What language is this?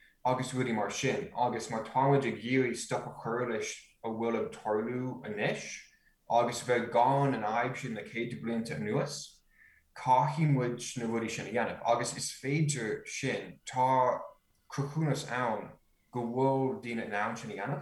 Irish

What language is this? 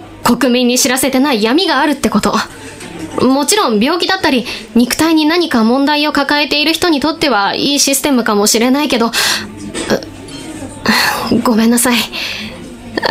Japanese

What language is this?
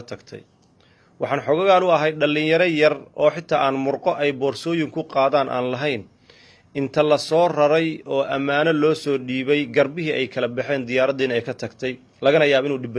Somali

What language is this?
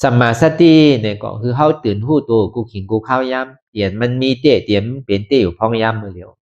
Shan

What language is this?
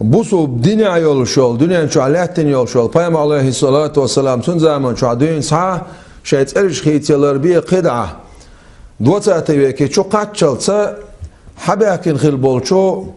Chechen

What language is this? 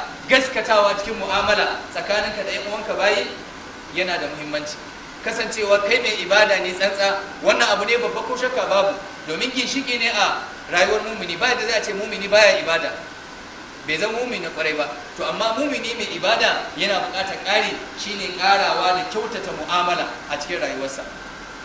Hausa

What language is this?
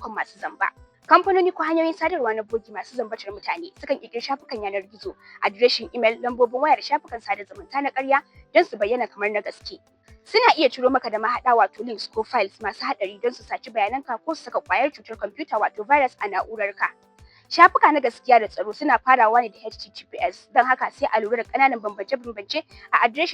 Hausa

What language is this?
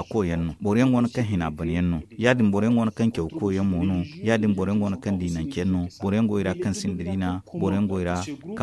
Zarma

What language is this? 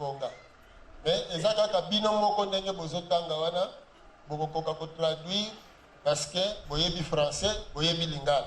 Lingala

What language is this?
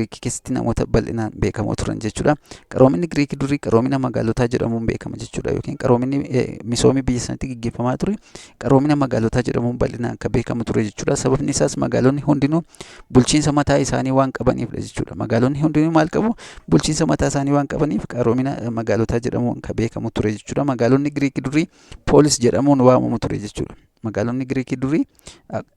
Oromo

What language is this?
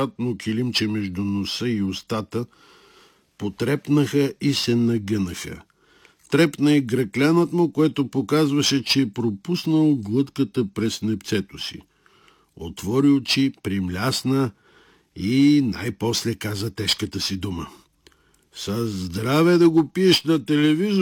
Bulgarian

